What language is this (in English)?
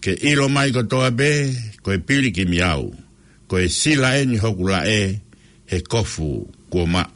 Tongan